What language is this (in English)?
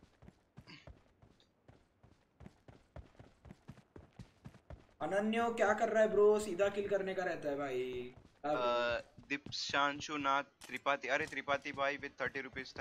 Hindi